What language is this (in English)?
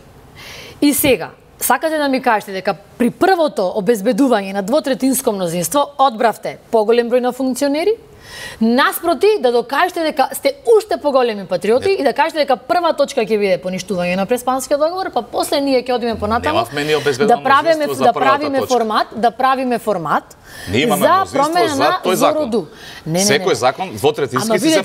Macedonian